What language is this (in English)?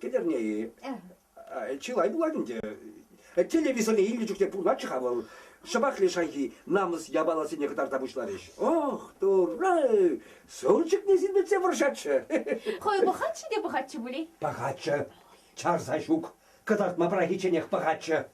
Chuvash